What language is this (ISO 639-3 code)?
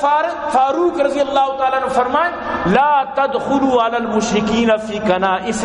bal